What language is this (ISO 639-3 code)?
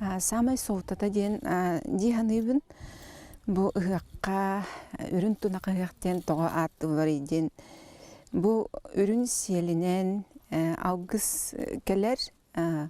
sah